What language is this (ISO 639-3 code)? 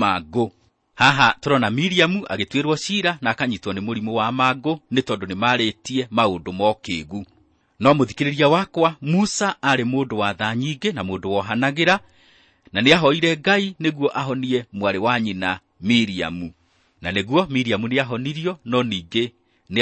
kik